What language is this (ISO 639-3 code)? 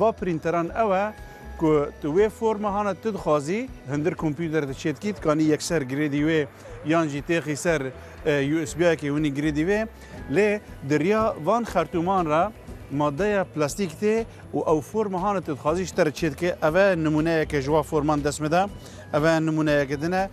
kur